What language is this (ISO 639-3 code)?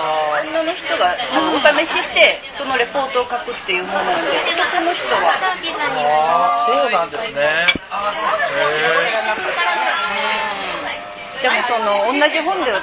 jpn